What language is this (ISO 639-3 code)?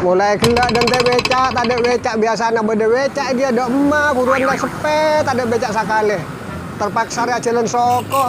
mad